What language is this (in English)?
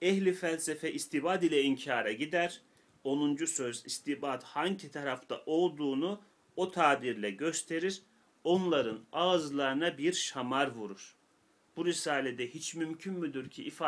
Turkish